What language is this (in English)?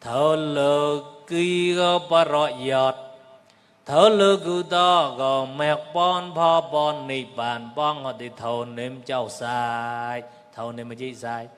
Mon